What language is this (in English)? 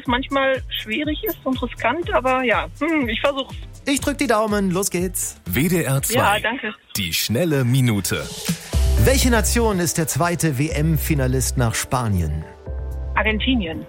German